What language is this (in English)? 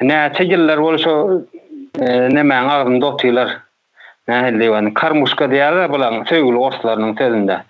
Turkmen